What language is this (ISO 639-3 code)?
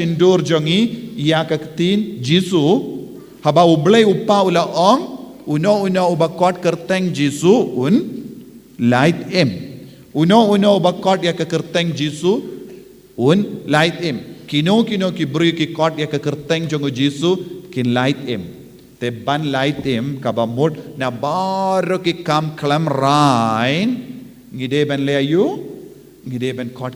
kha